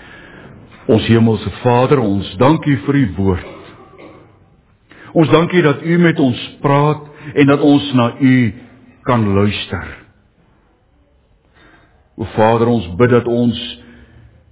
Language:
Afrikaans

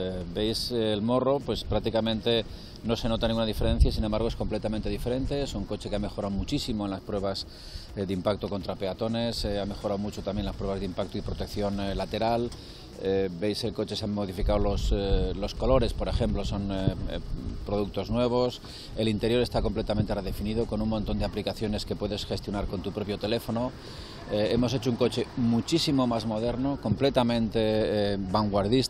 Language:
Spanish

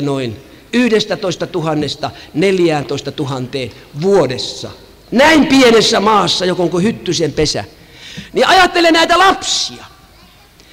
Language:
Finnish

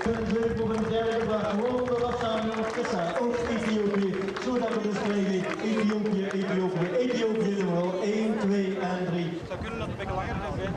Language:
Limburgish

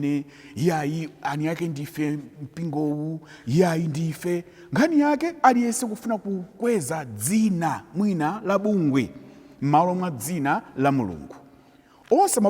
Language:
Nyanja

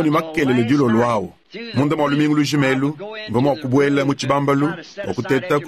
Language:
Luba-Lulua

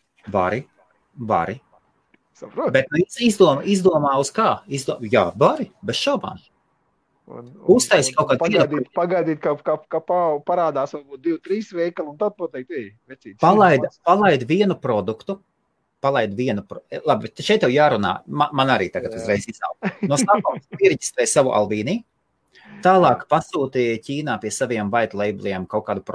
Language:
Latvian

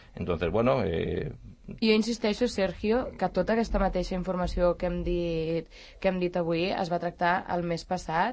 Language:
Catalan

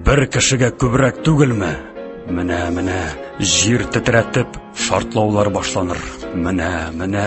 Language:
Tatar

